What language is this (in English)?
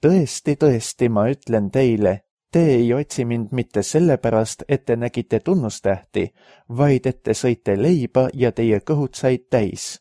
Estonian